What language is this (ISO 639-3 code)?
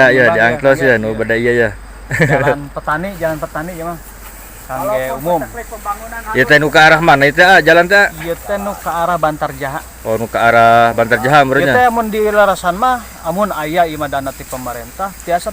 sun